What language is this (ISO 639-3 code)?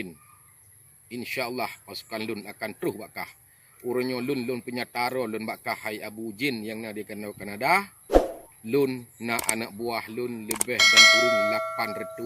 ace